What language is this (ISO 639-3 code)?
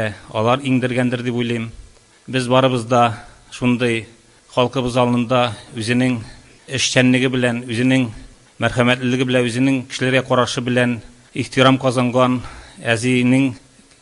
tat